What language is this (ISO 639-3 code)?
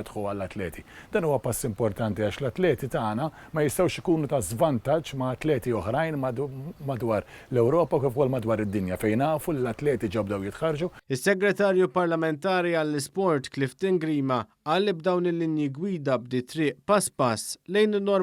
mlt